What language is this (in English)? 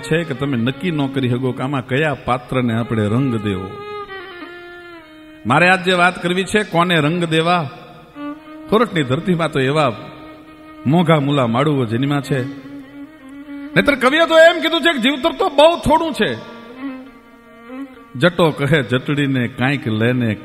Gujarati